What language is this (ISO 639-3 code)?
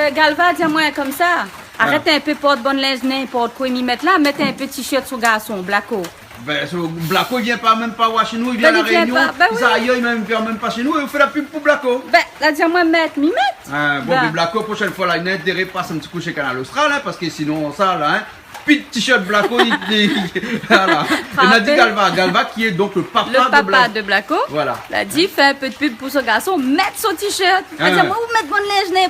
rcf